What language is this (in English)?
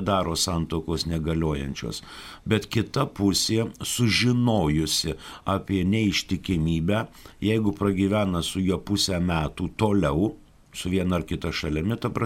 Lithuanian